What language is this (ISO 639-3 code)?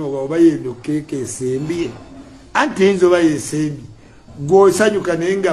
lug